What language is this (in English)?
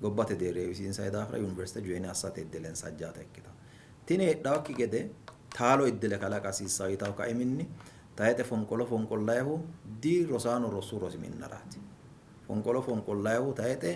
Sidamo